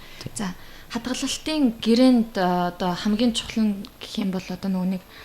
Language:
Mongolian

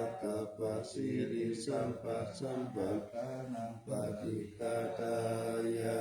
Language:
Pali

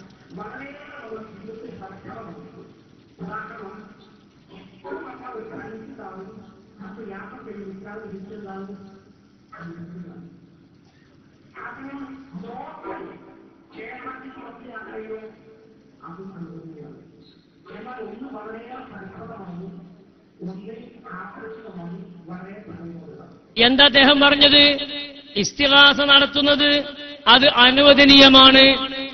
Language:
Malayalam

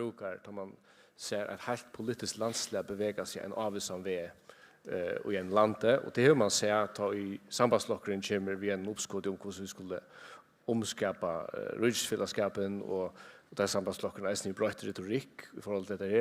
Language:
Faroese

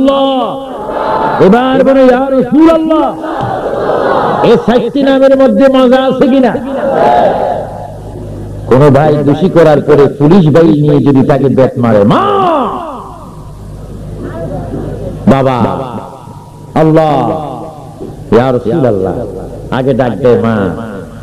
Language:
Bangla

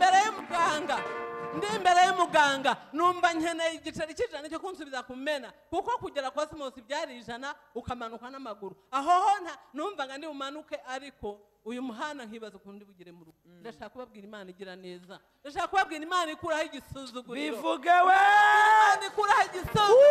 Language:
Kinyarwanda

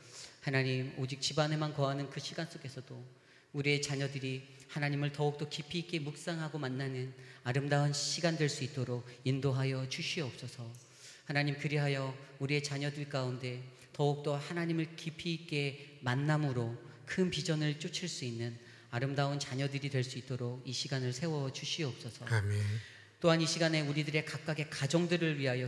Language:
Korean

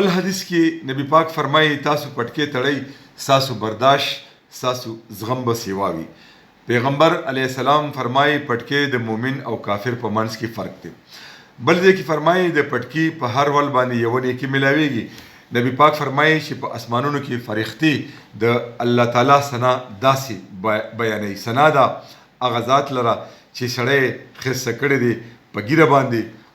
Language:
Pashto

